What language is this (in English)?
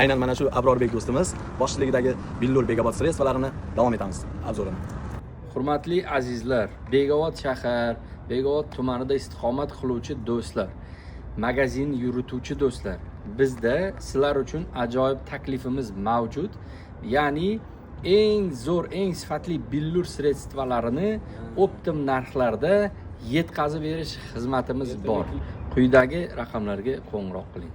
Uzbek